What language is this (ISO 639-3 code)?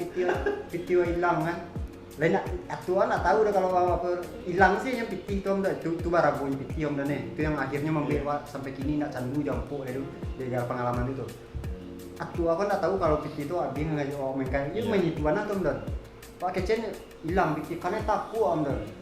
min